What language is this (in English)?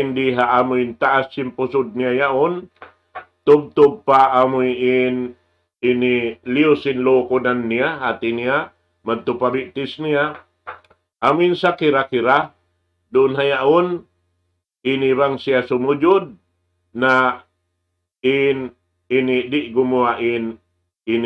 Tausug